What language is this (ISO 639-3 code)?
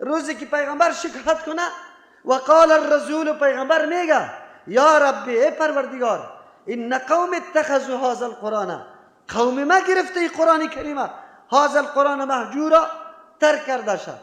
fas